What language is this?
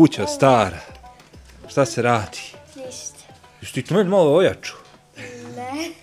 Bosnian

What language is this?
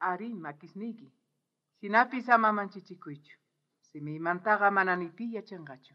South Bolivian Quechua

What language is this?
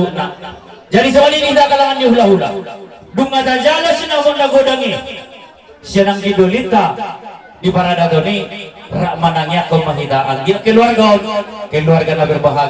Batak Toba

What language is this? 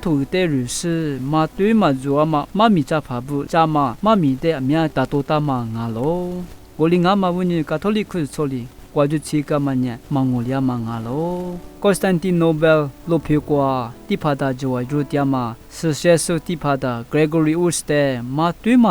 Lisu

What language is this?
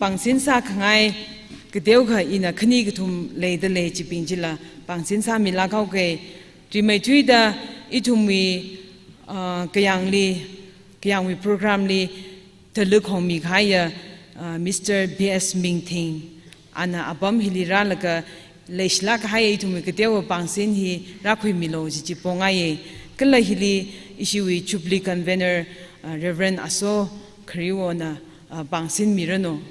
Tangkhul Naga (India)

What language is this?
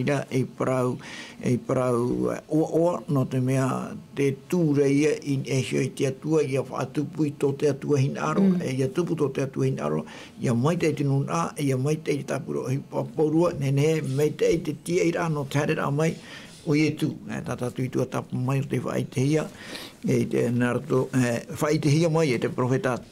Tahitian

